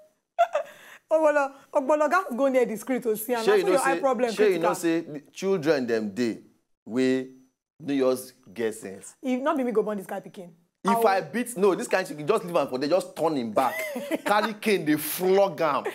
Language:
Nigerian Pidgin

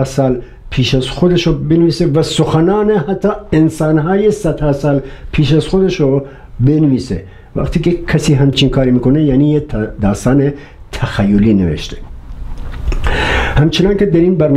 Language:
Persian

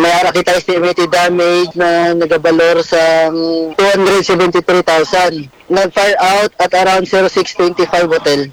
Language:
Hiligaynon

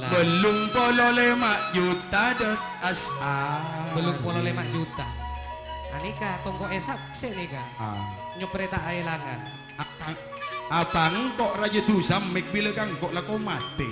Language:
Madurese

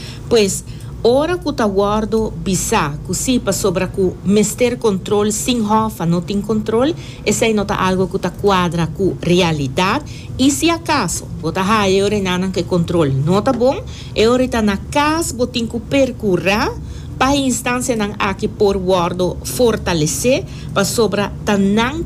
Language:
Papiamento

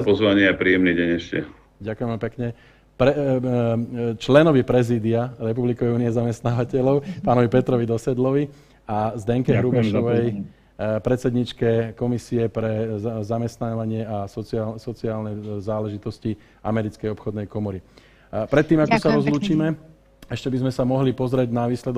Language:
Slovak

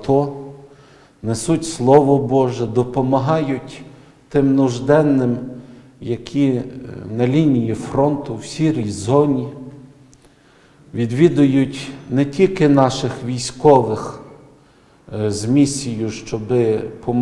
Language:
Ukrainian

